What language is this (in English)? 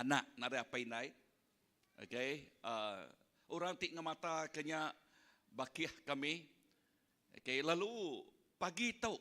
Iban